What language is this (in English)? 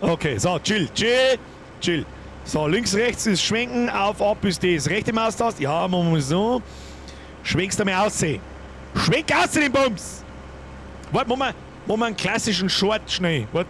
Bavarian